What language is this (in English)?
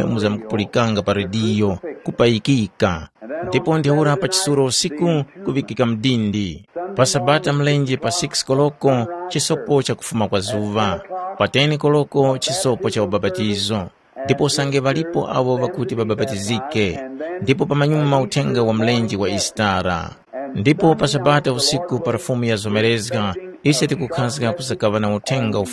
Tumbuka